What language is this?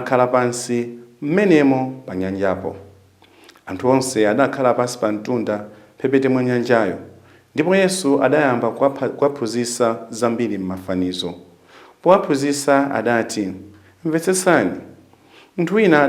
Nyanja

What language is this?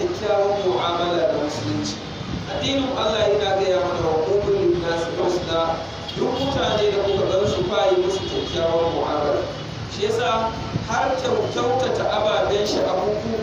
Hausa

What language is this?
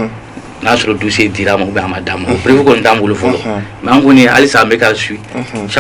Bambara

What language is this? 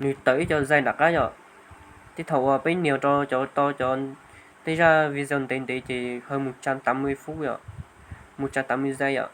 Hmong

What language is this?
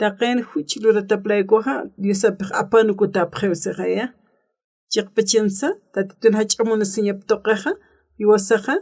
Aymara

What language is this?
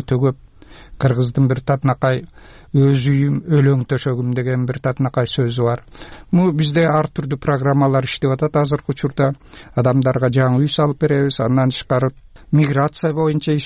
Kyrgyz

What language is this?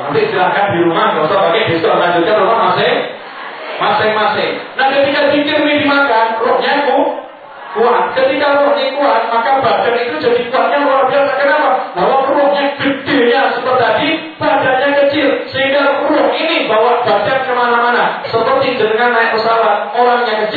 Indonesian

